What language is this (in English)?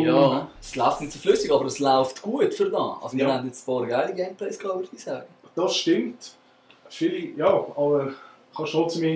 Swiss German